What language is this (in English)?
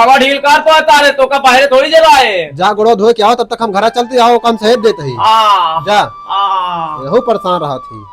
Awadhi